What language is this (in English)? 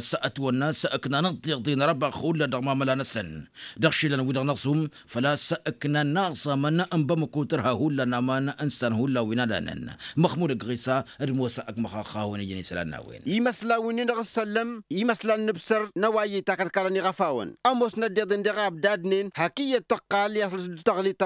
Tamasheq